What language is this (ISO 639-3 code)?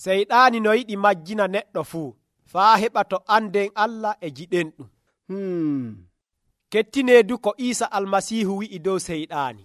fuv